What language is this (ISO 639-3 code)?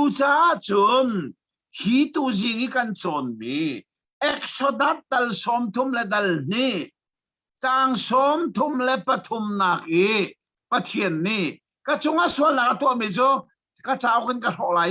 cnh